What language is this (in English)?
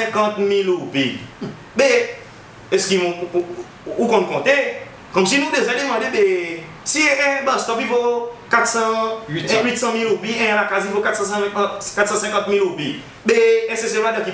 Seselwa Creole French